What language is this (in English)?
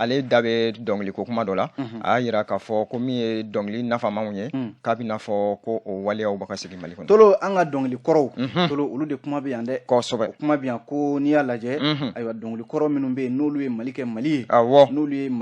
Bambara